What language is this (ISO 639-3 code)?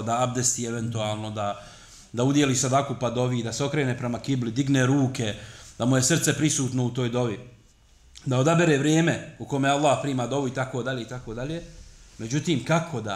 bos